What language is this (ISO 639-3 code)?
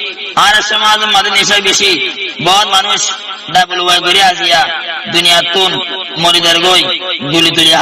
rhg